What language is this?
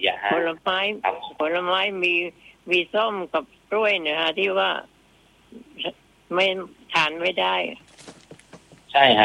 Thai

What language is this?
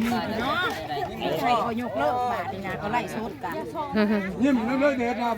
Northeastern Thai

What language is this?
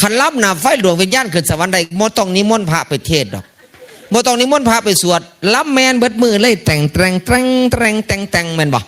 Northeastern Thai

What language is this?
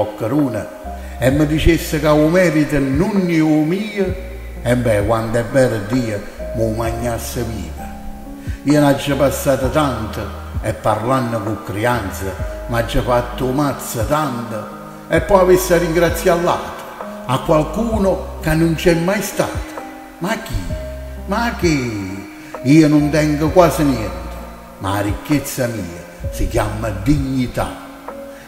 Neapolitan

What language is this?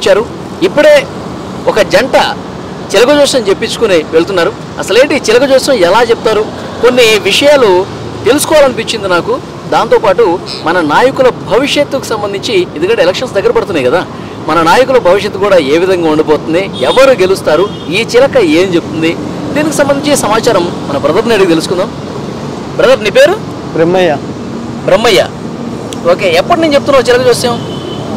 Telugu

